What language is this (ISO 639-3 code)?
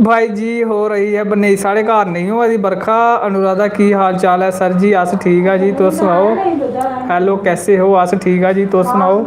doi